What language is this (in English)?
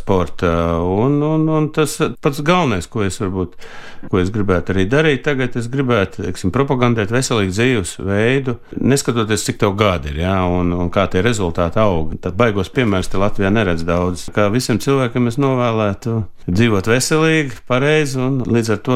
Latvian